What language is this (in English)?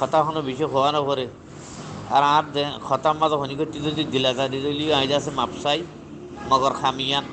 Rohingya